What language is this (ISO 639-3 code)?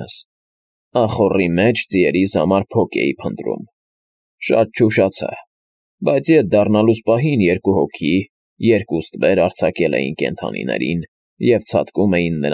hye